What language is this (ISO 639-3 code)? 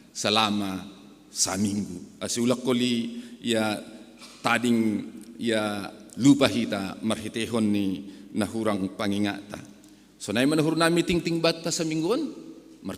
bts